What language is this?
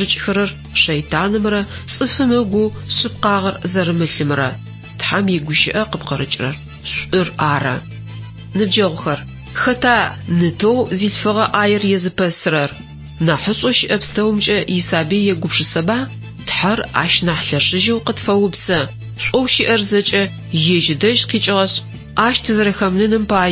Adyghe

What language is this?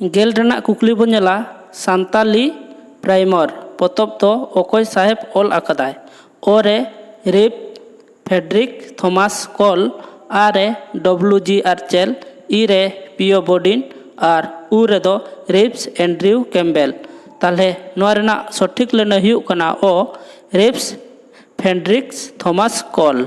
Santali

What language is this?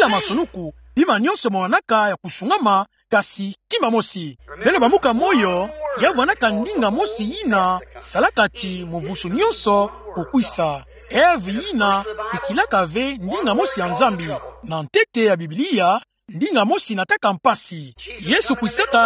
Kituba (Democratic Republic of Congo)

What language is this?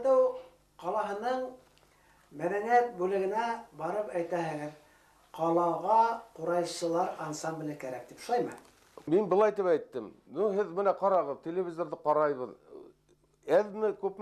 Bashkir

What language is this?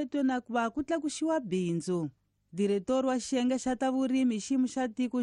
Tsonga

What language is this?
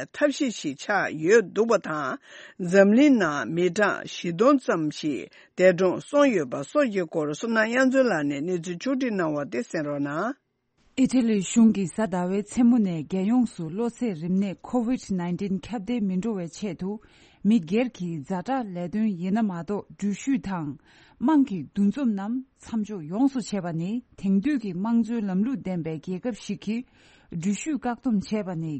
Tibetan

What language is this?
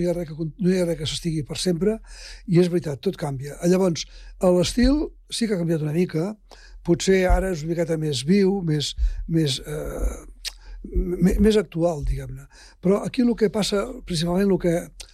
Catalan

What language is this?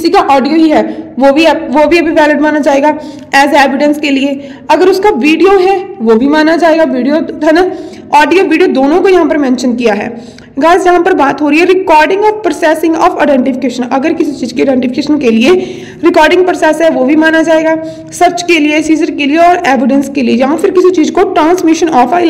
Hindi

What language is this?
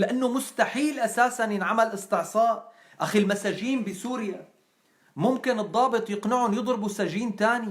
North Levantine Arabic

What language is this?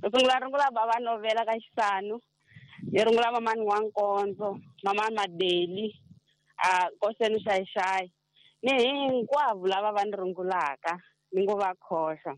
Tsonga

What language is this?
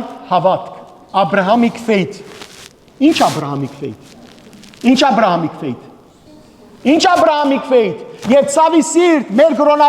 Western Armenian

